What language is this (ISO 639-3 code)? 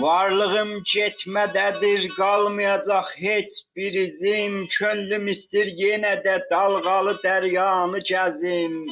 azb